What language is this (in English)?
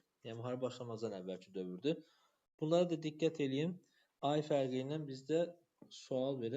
Azerbaijani